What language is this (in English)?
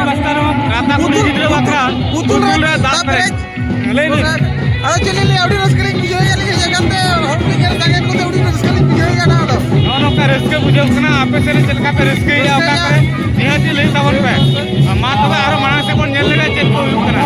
Santali